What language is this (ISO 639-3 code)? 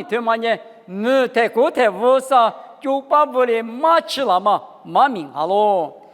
lis